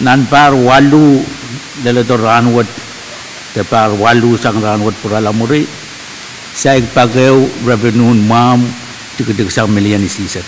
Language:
Pohnpeian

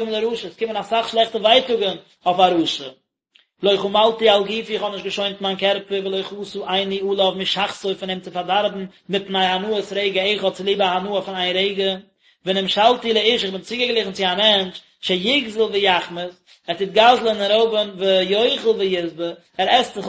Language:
Yiddish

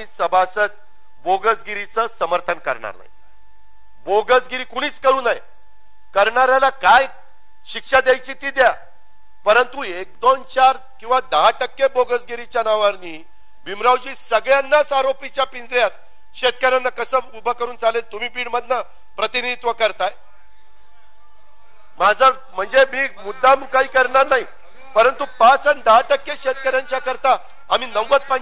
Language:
Marathi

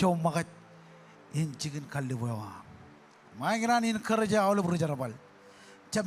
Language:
Marshallese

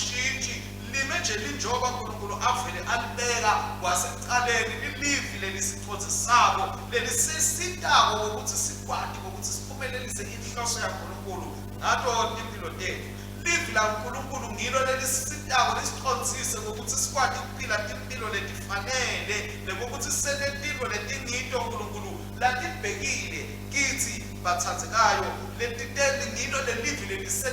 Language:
Swati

